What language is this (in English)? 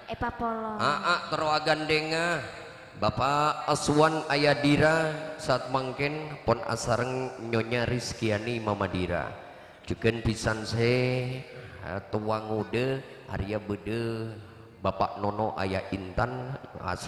Madurese